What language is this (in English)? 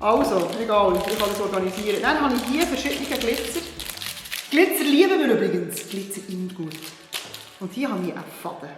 Swiss German